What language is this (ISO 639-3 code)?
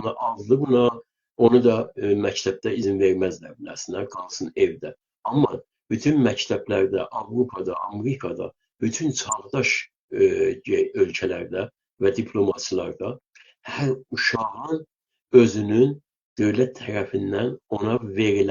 azb